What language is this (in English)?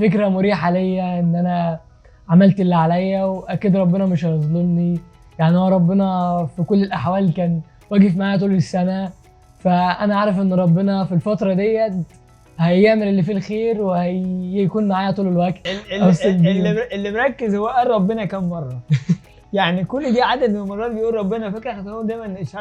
Egyptian Arabic